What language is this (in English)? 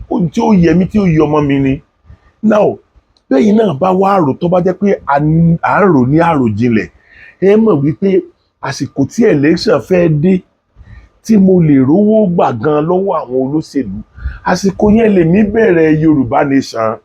Yoruba